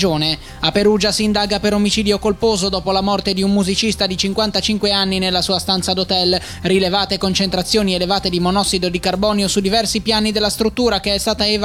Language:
Italian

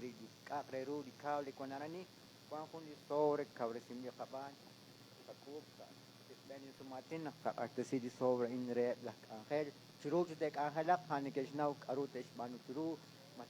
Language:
Kekchí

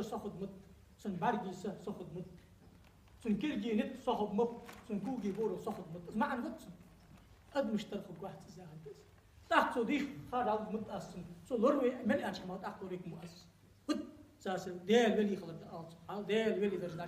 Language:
Ingush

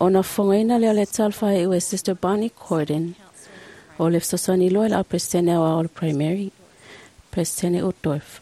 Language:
Samoan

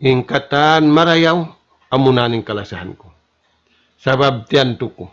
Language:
Tausug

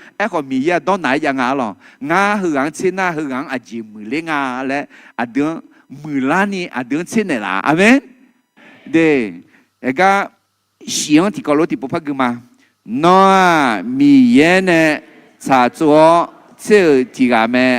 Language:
Akha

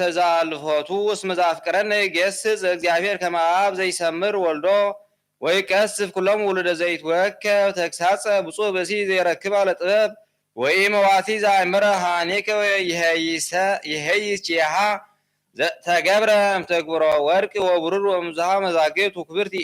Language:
Geez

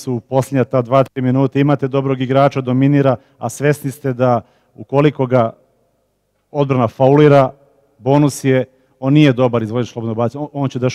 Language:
Serbian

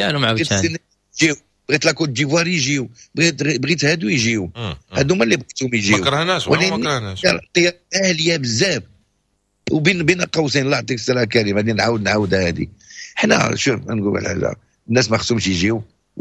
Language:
Moroccan Arabic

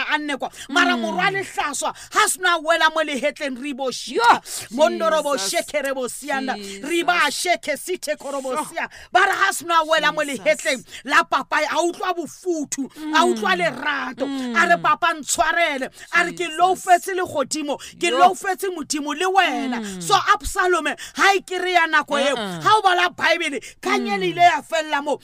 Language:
Southern Sotho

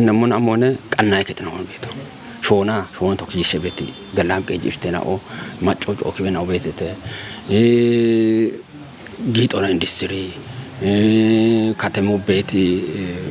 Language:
Kafa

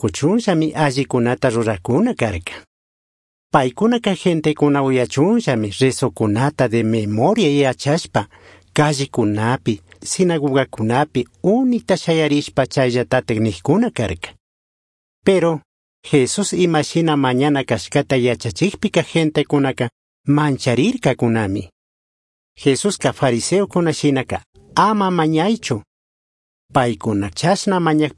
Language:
Chimborazo Highland Quichua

